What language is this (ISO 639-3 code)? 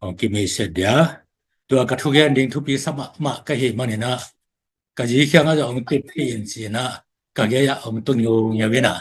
ctd